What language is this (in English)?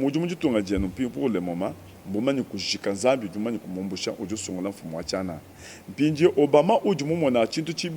Luba-Lulua